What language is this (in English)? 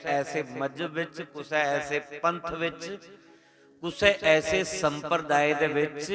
Dogri